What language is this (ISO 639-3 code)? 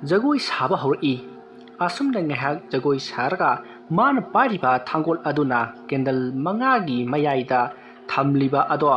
mni